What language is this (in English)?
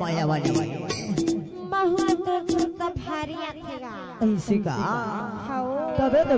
Chhattisgarhi